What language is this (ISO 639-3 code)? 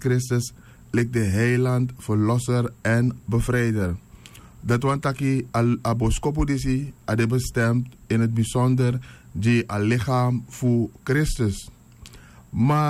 srn